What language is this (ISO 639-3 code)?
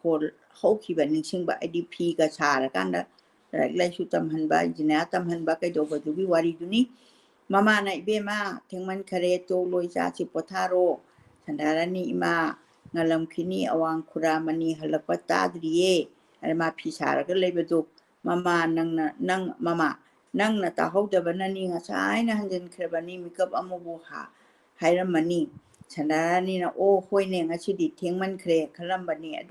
mni